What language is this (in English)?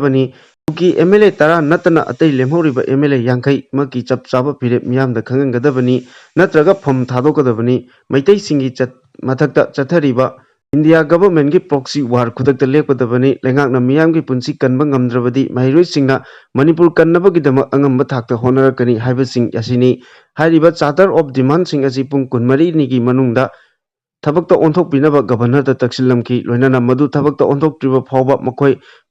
Manipuri